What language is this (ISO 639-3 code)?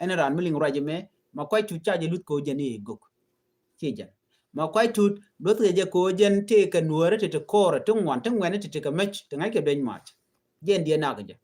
nus